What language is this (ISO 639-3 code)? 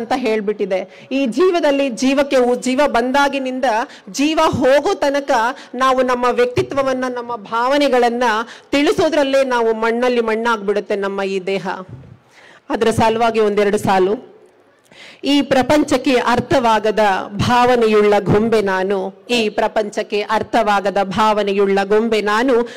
kan